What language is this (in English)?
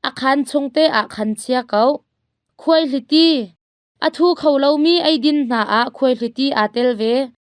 Hakha Chin